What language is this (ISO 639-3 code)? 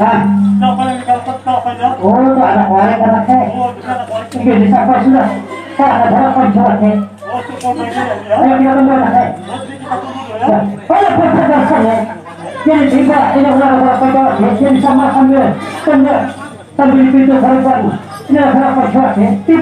bjn